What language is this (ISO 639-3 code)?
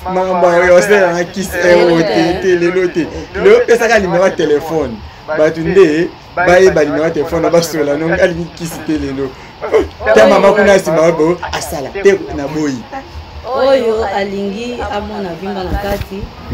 lin